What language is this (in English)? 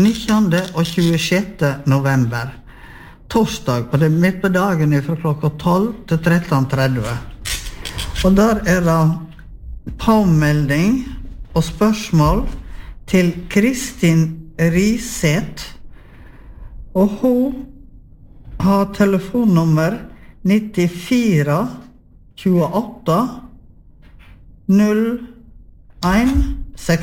Norwegian